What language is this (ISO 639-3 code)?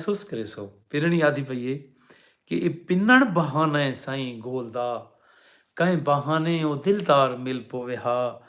skr